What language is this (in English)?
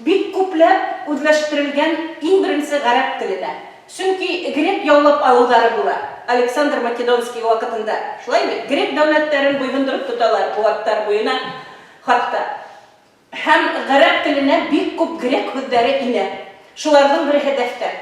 Bashkir